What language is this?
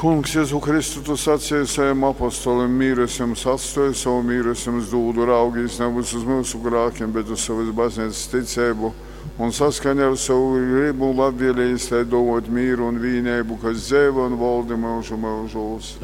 Latgalian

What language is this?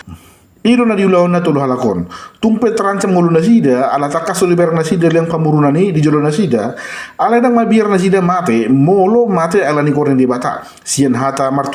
Batak Toba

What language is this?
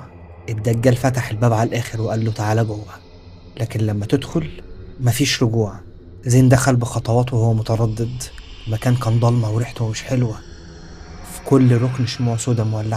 Egyptian Arabic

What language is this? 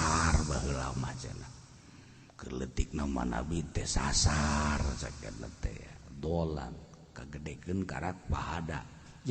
Sundanese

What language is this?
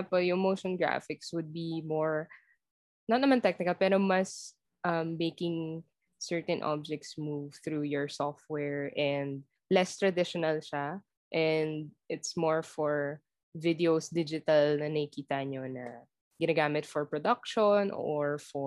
Filipino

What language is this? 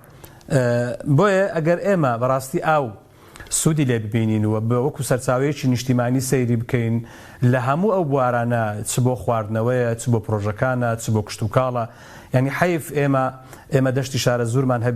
Central Kurdish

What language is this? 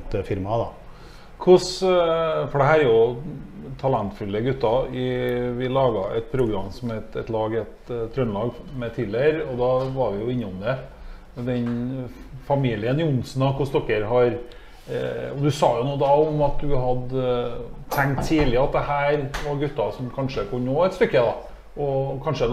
Norwegian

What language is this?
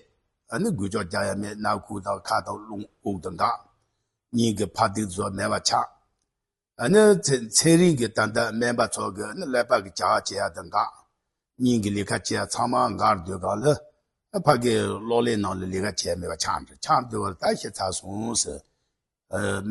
Tibetan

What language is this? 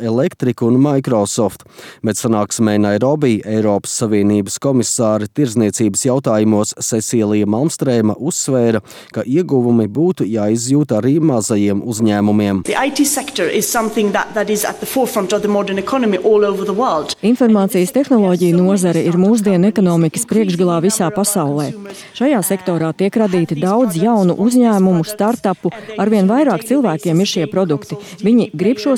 Latvian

